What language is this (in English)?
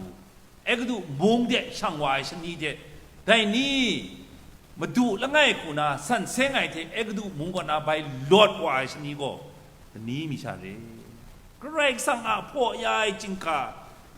Kachin